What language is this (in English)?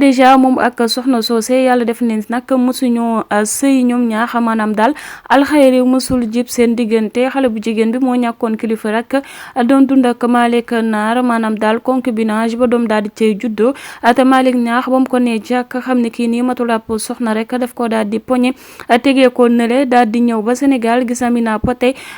Wolof